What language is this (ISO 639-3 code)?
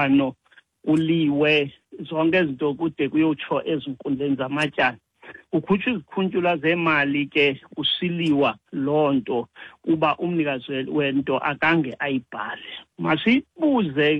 xho